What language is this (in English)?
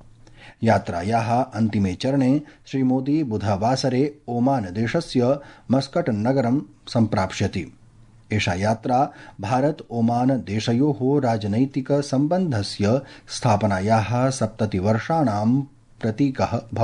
Sanskrit